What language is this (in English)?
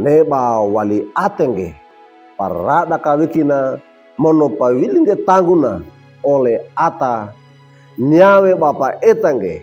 Wejewa